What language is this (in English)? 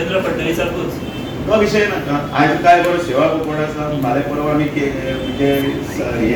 Konkani